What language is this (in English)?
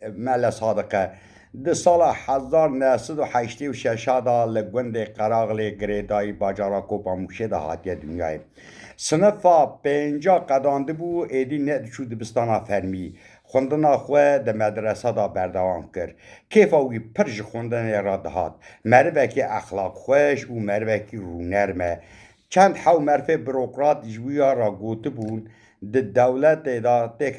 Kurdish